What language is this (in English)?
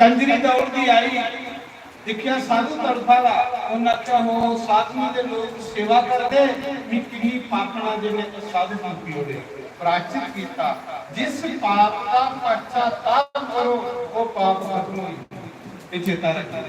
Dogri